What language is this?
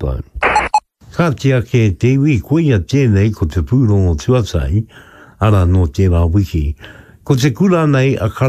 Māori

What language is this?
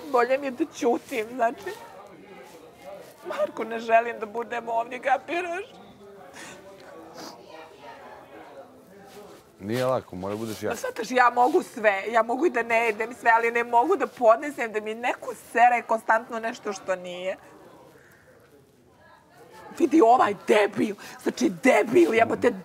Bosnian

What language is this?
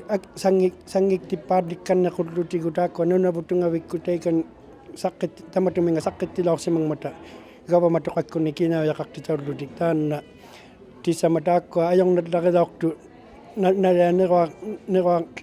Inuktitut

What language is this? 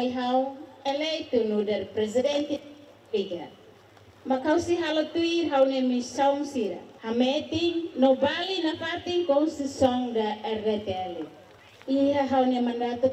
Tetum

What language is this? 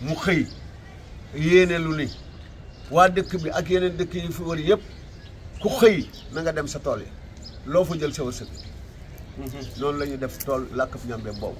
Wolof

